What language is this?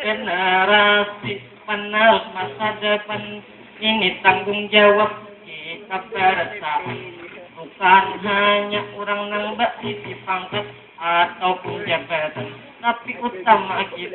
Banjar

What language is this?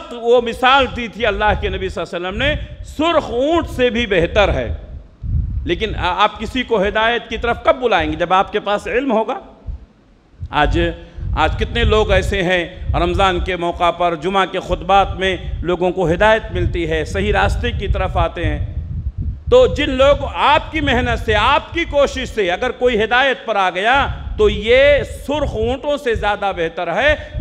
Urdu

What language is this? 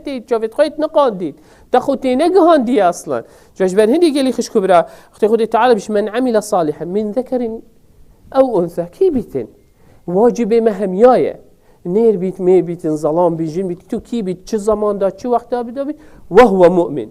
Kurdish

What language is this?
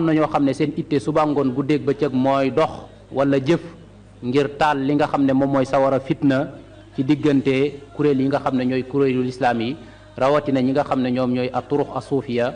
Wolof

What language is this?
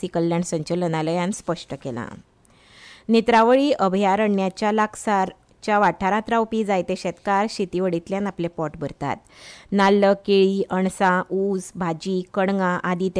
Konkani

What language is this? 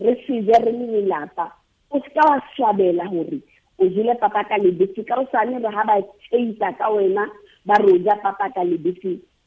Southern Sotho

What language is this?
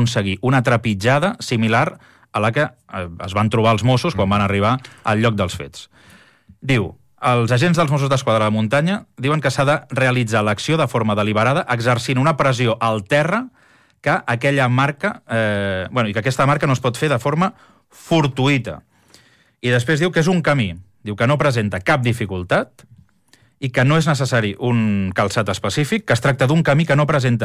Catalan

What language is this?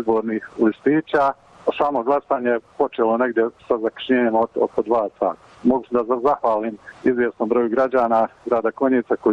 Bosnian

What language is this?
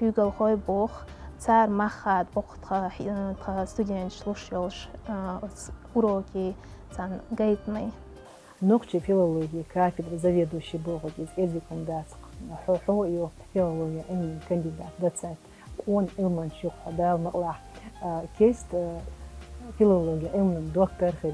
Chechen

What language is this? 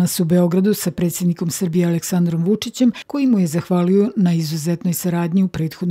Croatian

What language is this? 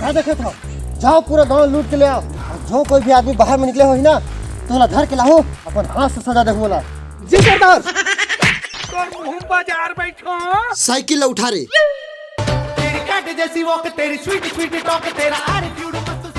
Chhattisgarhi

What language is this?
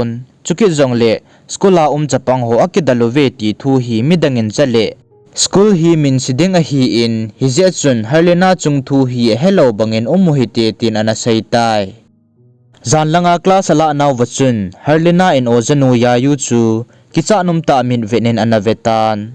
Thado Chin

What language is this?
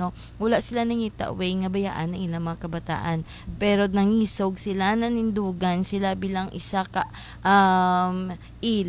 Hiligaynon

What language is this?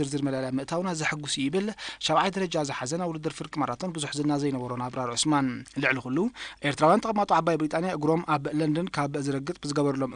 Tigrinya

